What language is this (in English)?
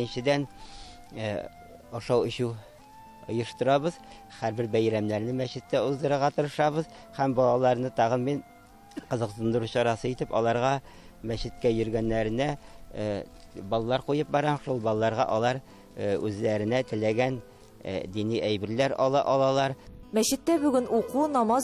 Tatar